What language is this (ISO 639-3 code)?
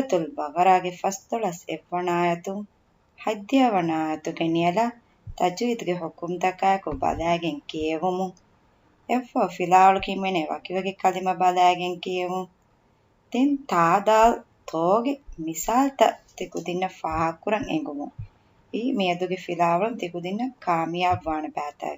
div